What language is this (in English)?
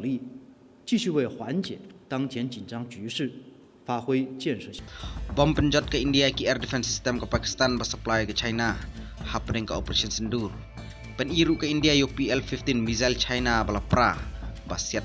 Khasi